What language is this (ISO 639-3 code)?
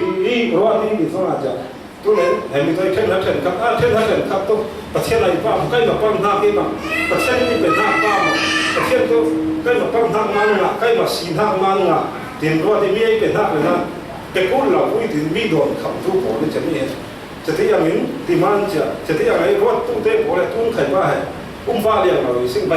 cfm